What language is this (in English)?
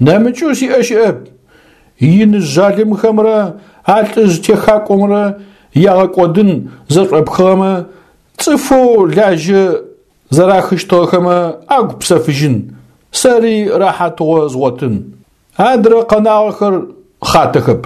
Adyghe